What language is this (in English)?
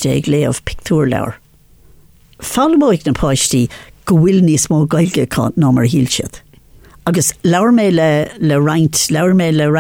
Irish